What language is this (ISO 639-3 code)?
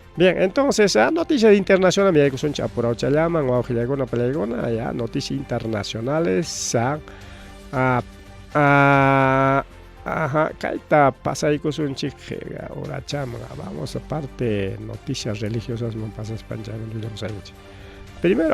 quy